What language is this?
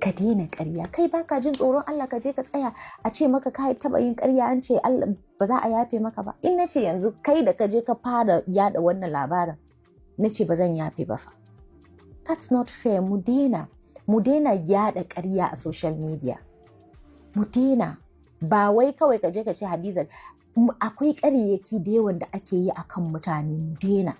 Hausa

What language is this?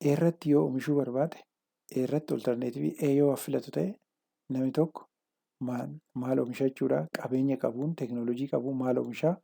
Oromo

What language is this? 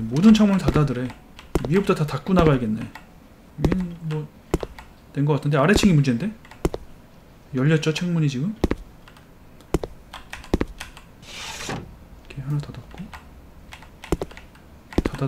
Korean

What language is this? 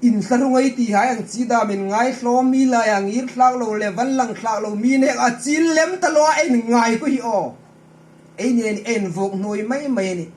Hmar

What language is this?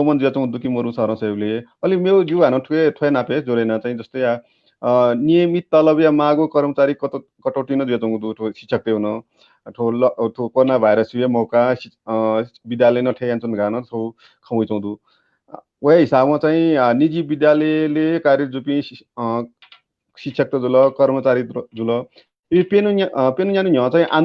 Newari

